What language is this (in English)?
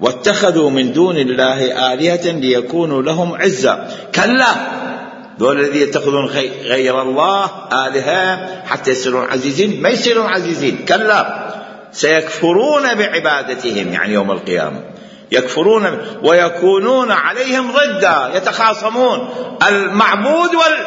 Mesopotamian Arabic